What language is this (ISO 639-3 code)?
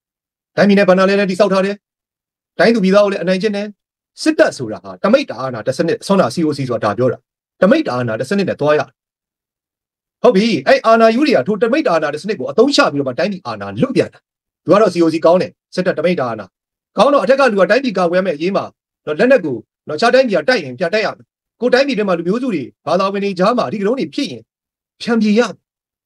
mya